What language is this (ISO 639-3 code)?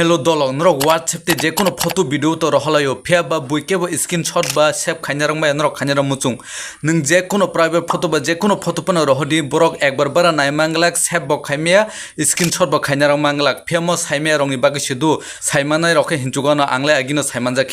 trp